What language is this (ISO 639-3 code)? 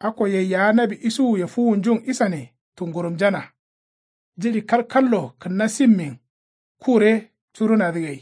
kau